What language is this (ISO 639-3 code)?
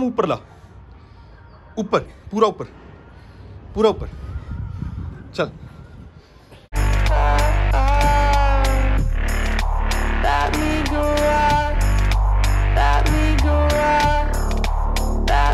hin